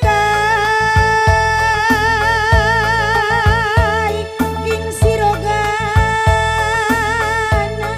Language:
Batak Karo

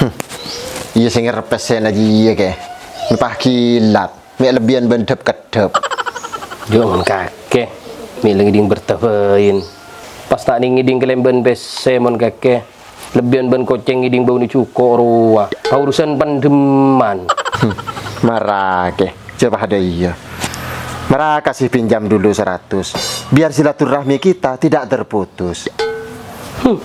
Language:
Madurese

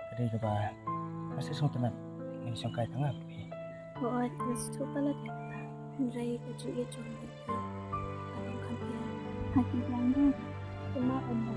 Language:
Khasi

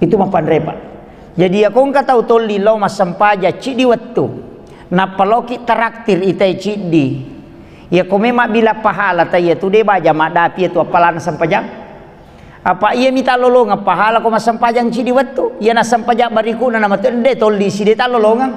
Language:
Buginese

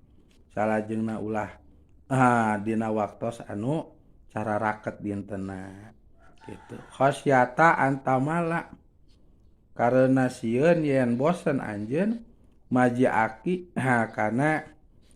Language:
Sundanese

